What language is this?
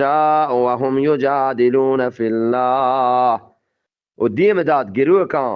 Eastern Balochi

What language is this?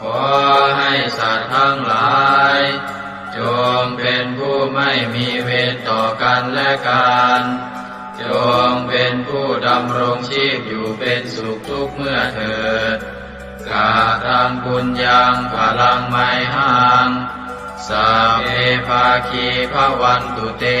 Pali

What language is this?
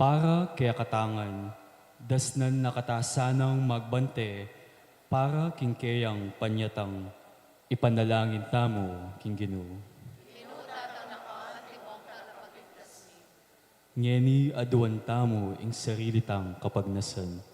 Pampanga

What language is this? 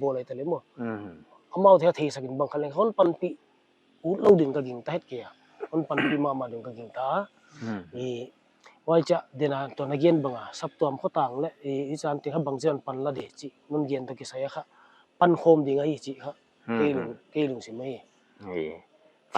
Paite Chin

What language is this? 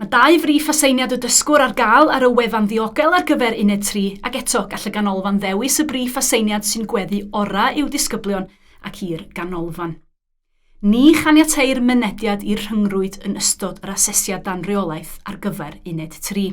Welsh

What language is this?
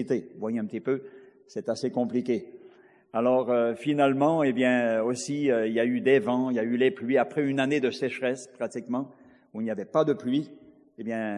French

